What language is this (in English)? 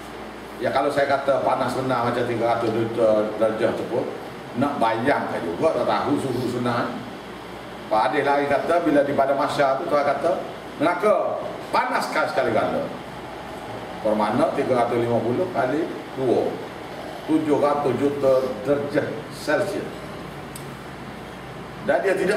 Malay